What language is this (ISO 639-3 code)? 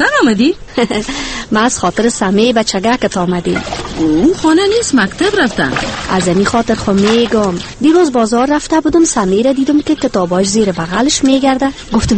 fas